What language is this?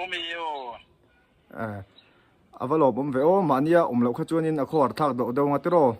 Mizo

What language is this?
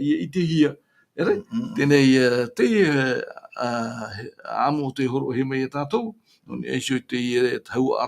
Tahitian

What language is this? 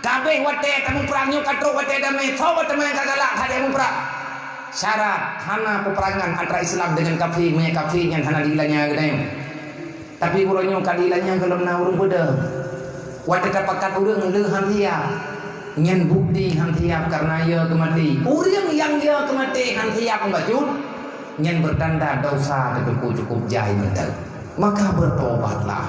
Achinese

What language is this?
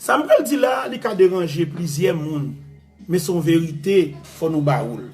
Haitian Creole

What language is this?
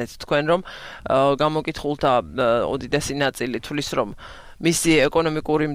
Georgian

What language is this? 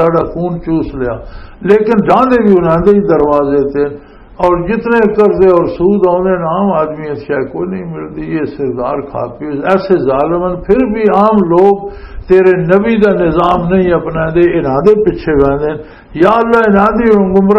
Western Panjabi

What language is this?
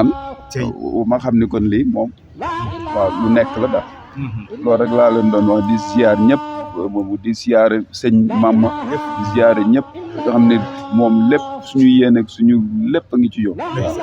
Wolof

